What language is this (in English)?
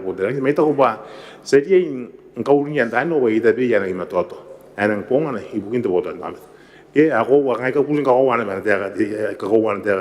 Gilbertese